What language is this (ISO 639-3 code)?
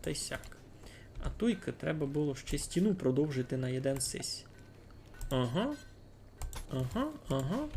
rue